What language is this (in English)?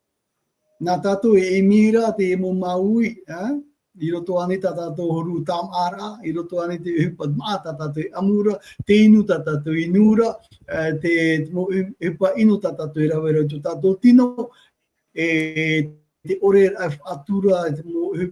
Tahitian